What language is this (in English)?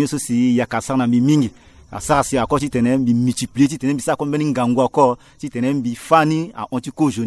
Sango